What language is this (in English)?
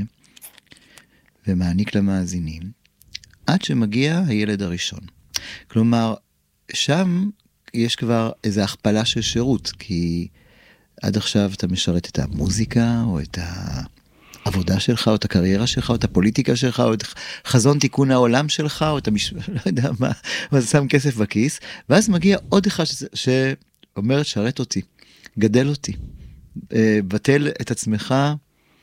Hebrew